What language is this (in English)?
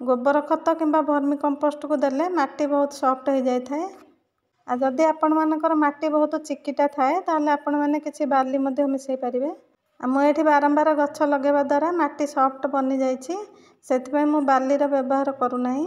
Odia